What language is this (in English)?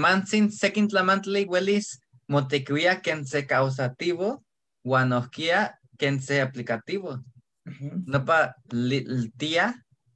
Eastern Huasteca Nahuatl